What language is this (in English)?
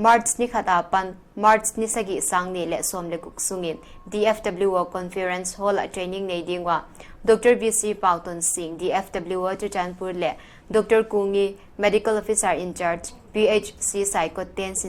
Paite Chin